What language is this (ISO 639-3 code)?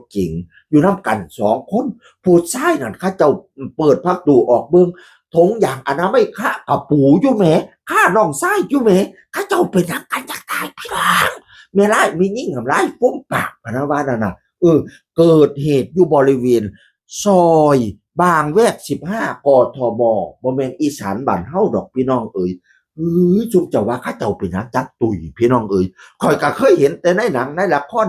tts